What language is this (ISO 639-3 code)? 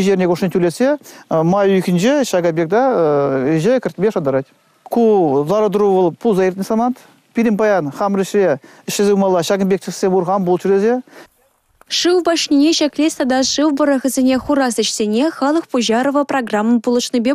chv